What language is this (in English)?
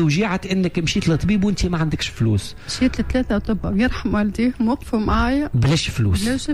Tunisian Arabic